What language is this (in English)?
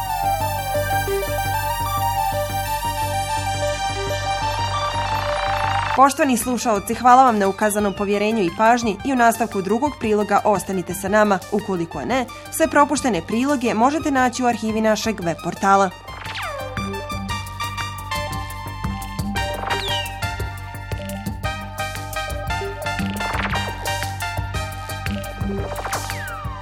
Bosnian